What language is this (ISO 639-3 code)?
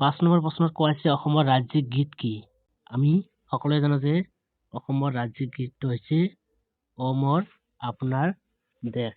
asm